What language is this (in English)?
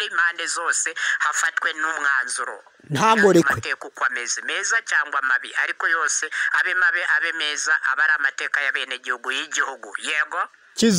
Kinyarwanda